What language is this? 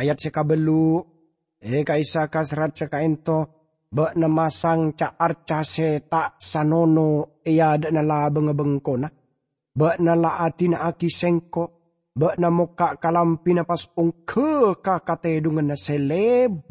Madurese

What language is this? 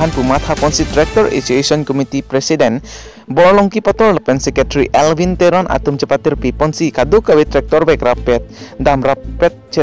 Karbi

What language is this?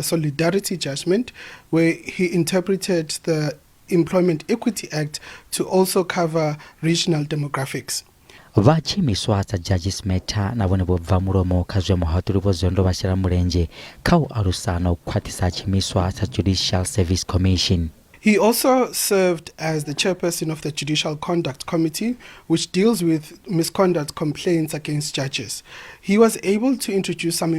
Venda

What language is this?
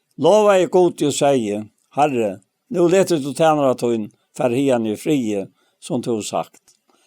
Faroese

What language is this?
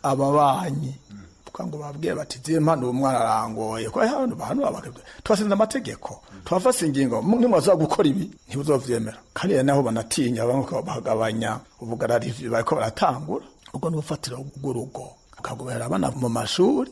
Rundi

